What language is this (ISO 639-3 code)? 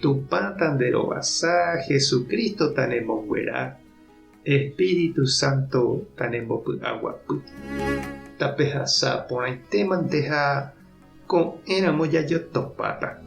grn